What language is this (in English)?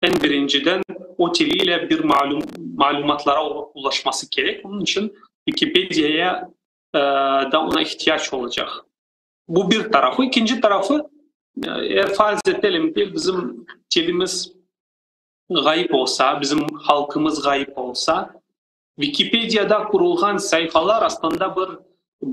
Crimean Tatar